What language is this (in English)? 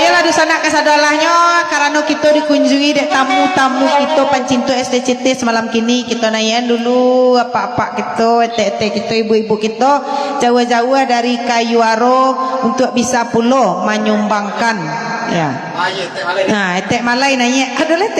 Minangkabau